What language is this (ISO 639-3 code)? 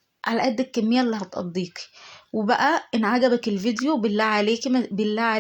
arz